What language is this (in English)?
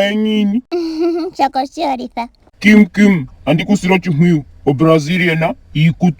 Ndonga